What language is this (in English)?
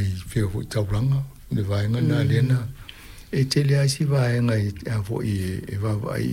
Samoan